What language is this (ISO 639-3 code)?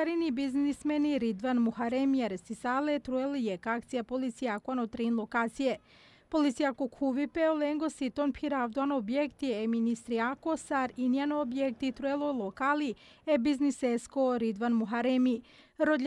bos